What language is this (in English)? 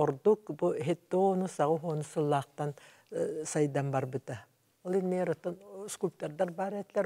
Yakut